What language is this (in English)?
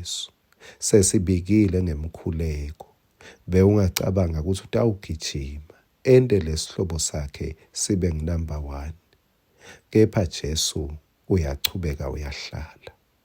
Swati